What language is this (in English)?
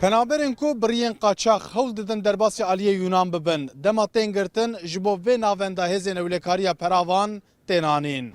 Kurdish